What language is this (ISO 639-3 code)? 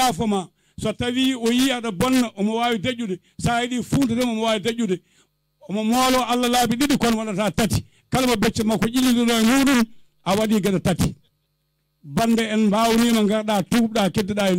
ful